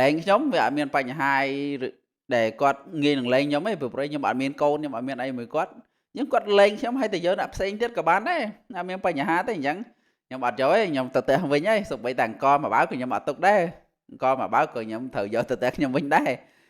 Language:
Khmer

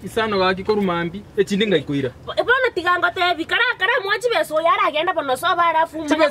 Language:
Gusii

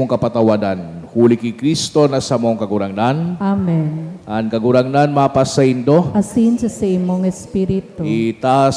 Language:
Bikol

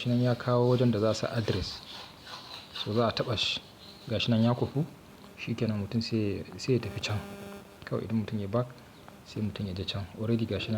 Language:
Hausa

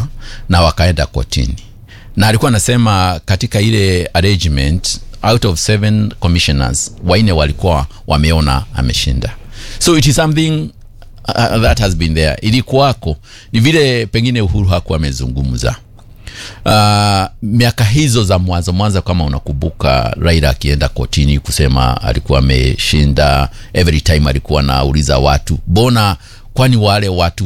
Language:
Swahili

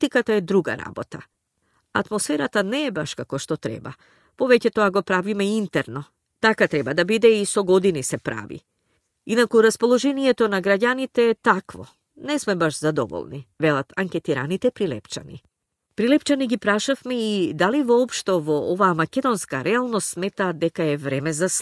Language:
Macedonian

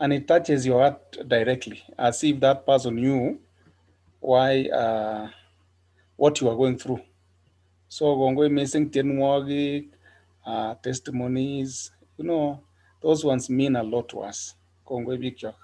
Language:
Kalenjin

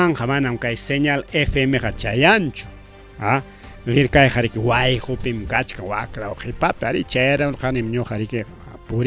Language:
Ayacucho Quechua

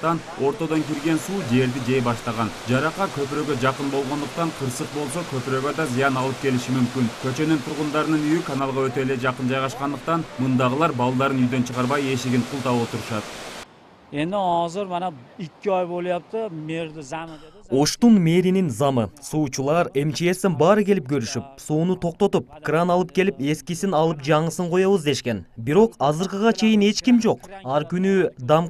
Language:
Kyrgyz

